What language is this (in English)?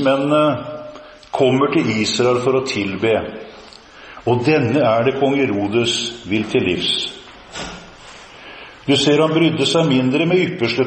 Norwegian